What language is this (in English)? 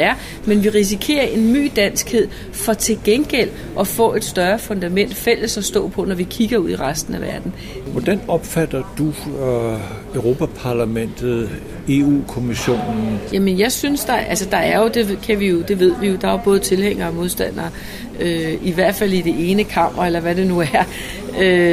Danish